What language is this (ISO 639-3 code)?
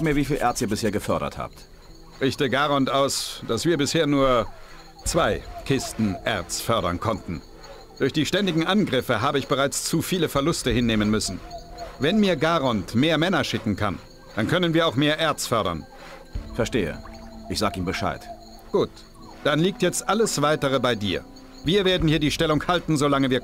bar